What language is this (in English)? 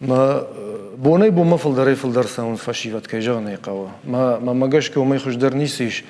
Ossetic